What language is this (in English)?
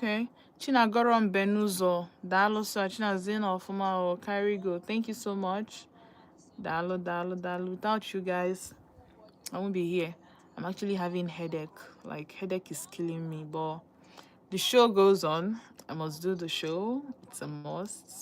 Igbo